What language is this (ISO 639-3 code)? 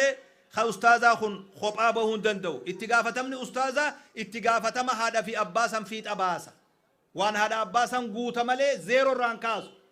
orm